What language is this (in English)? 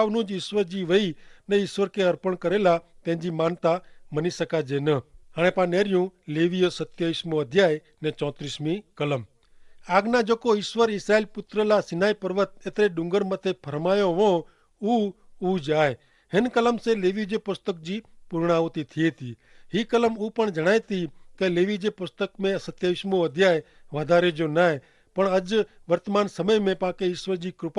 Kachhi